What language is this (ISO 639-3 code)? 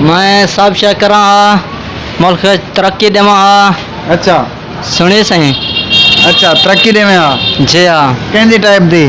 skr